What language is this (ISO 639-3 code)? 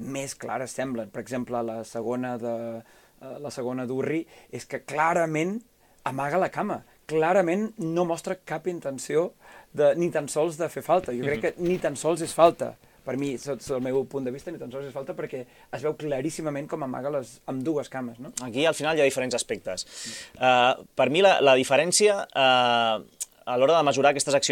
cat